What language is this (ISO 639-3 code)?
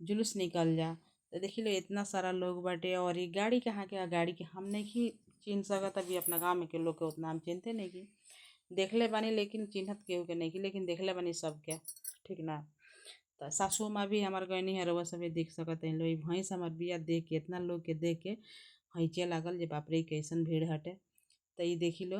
bho